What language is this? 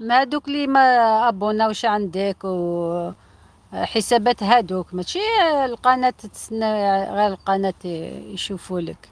Algerian Arabic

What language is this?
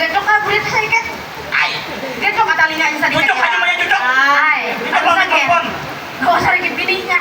Banjar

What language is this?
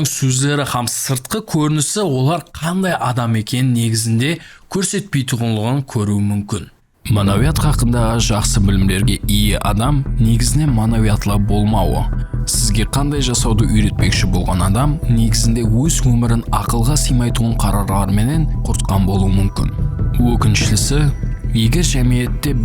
Kara-Kalpak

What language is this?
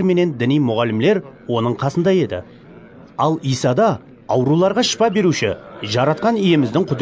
Kara-Kalpak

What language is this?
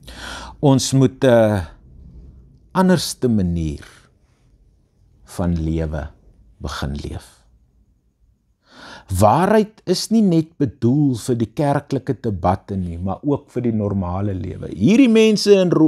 Afrikaans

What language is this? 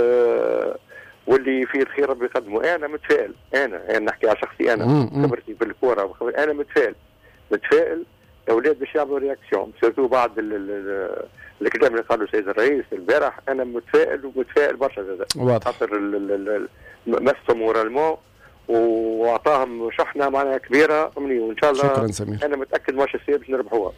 Tunisian Arabic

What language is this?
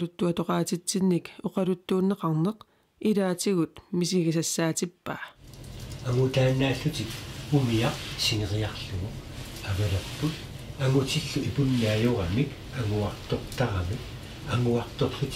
Kalaallisut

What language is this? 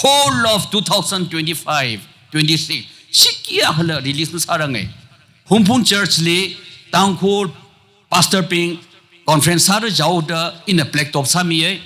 Tangkhul Naga (India)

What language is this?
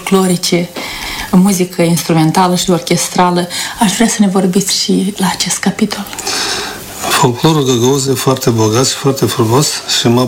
Romanian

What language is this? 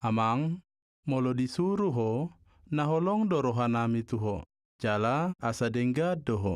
Batak Toba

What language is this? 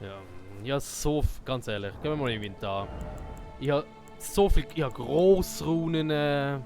Swiss German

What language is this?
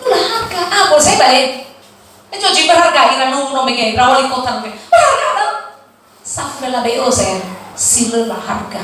Nias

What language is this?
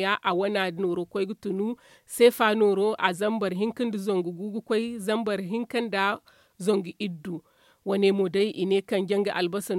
Zarma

